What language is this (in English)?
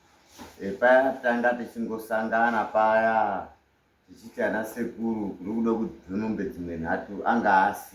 Shona